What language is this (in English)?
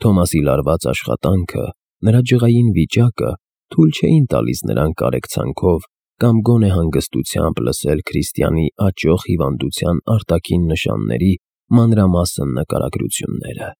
Armenian